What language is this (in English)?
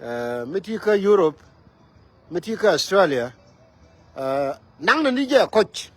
Nuer